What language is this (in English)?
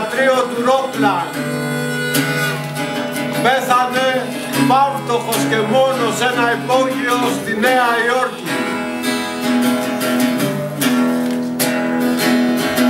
Greek